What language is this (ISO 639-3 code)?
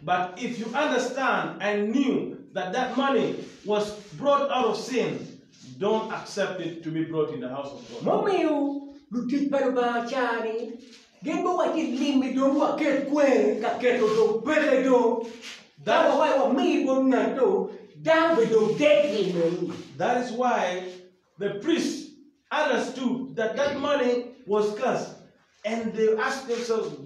ach